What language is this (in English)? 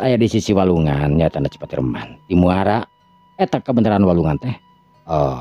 Sundanese